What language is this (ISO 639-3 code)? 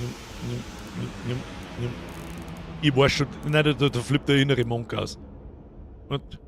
bar